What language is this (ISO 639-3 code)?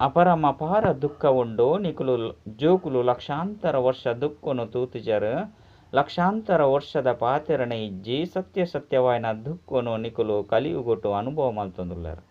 tcy